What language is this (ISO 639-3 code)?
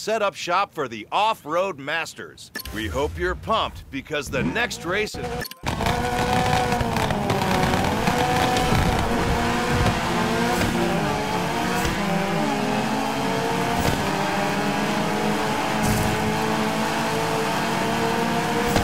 eng